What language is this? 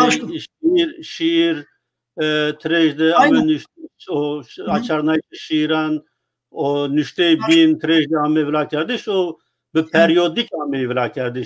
Zaza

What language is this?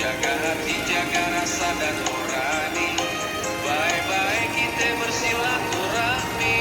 Betawi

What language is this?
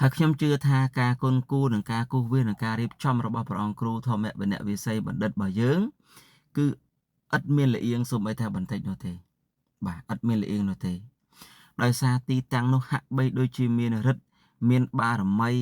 Khmer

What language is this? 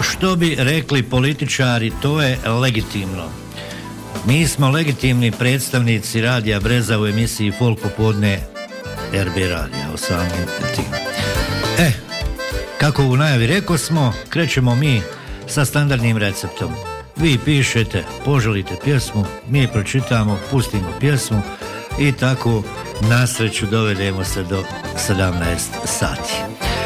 Bosnian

